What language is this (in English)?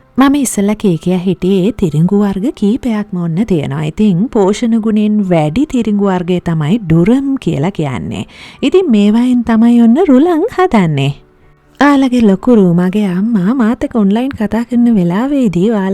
Sinhala